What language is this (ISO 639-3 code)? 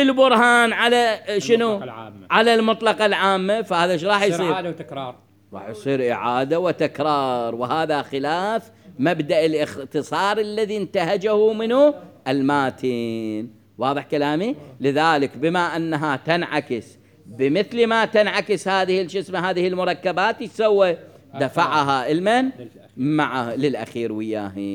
acm